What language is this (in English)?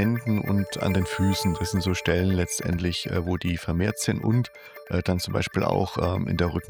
German